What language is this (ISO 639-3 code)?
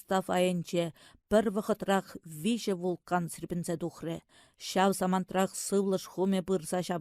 chv